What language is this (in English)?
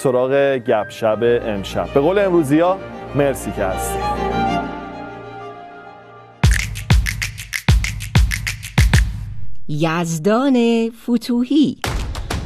Persian